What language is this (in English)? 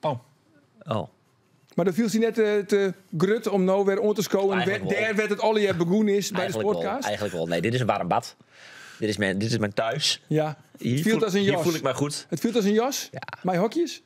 Western Frisian